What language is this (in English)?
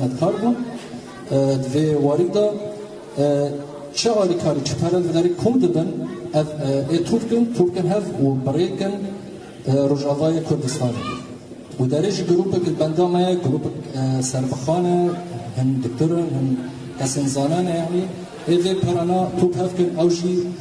Kurdish